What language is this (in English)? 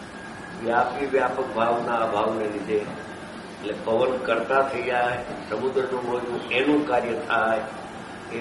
Gujarati